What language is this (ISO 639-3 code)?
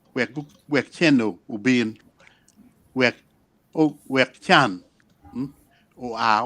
ach